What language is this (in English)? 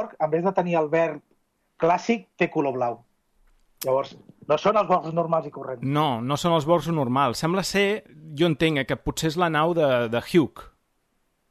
Catalan